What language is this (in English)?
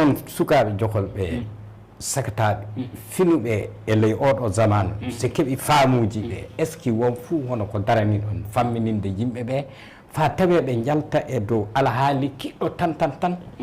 Fula